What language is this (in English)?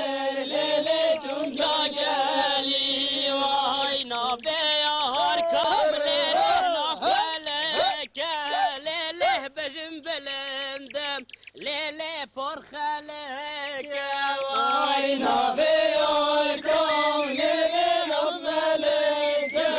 Kurdish